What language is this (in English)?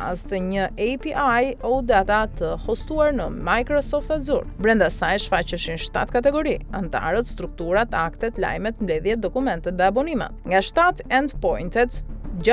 Albanian